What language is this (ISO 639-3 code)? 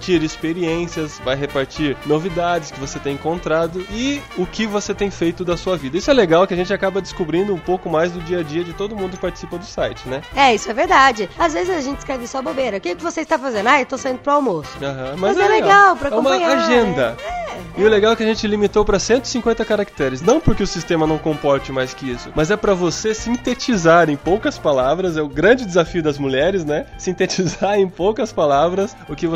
por